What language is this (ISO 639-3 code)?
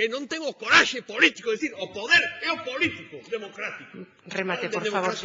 glg